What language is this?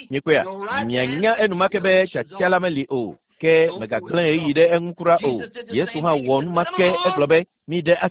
Ewe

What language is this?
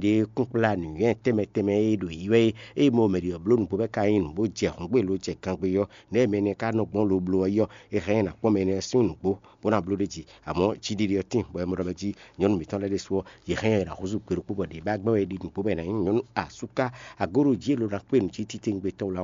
Fon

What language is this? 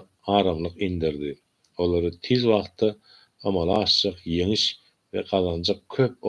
Turkmen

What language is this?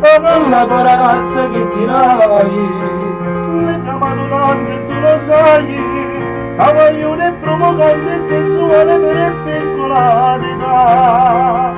Neapolitan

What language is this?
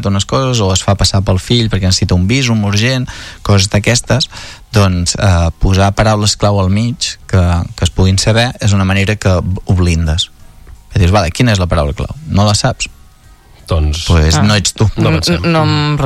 Catalan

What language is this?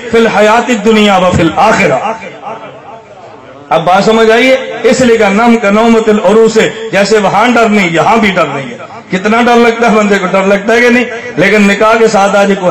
Urdu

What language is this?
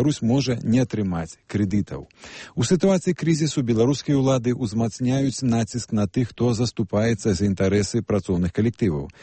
Belarusian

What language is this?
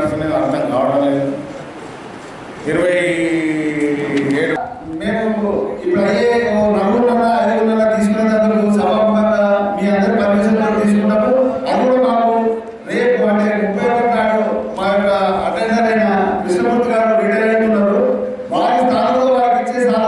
Telugu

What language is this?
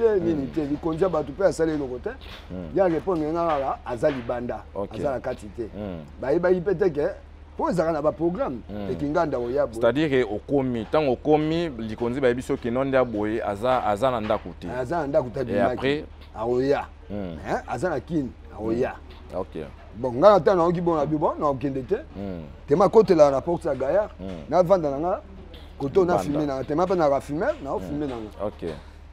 Lingala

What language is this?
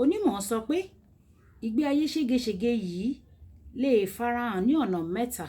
Yoruba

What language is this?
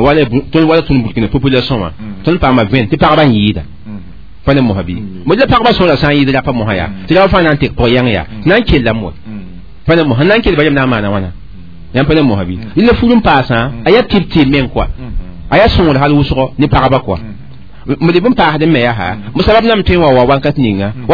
Mossi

